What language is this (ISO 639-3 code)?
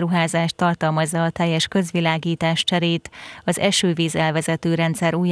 hun